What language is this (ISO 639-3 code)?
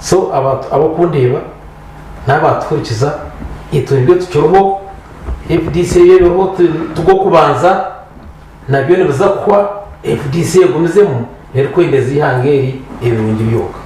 nyn